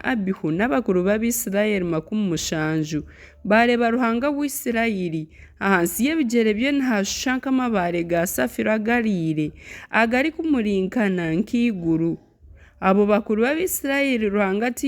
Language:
Nyankole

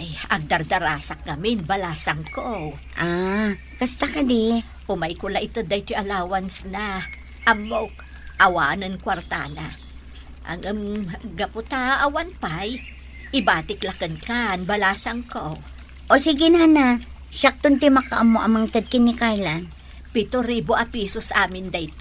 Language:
Iloko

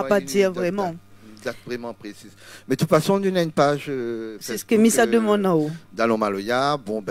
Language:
Réunion Creole French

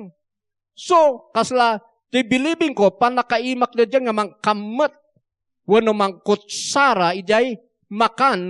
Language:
Iloko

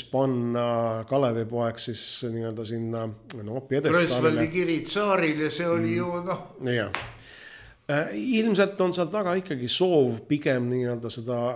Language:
Estonian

